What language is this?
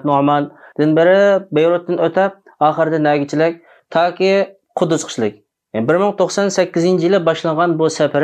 Uyghur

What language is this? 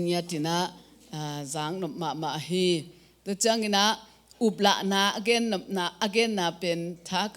Tedim Chin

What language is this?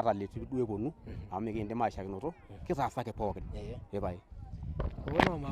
Masai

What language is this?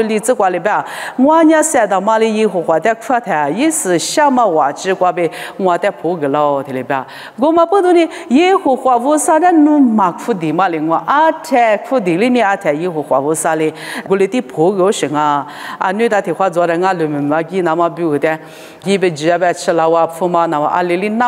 Lisu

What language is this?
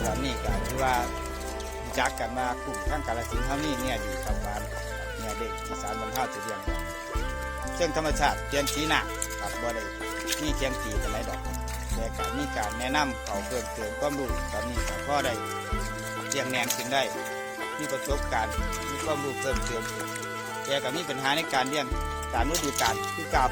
Northeastern Thai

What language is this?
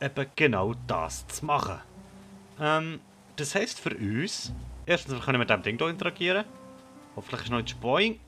Swiss German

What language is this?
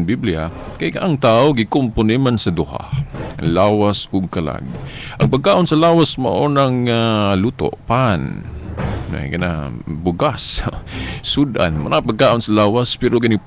Cebuano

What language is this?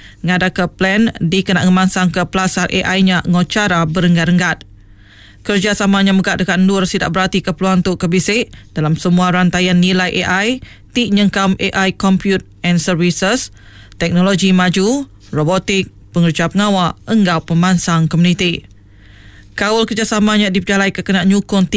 Iban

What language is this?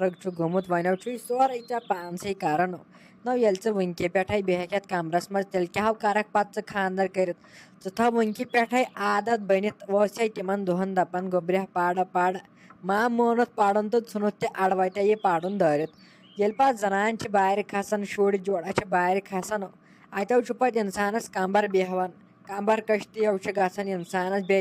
Kashmiri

